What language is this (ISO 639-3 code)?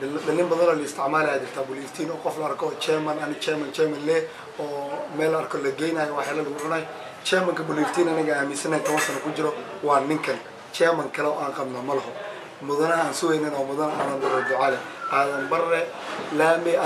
som